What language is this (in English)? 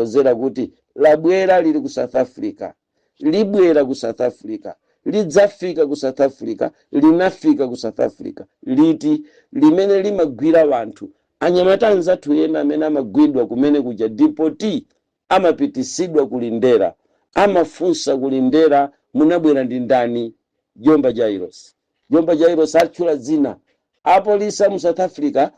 Nyanja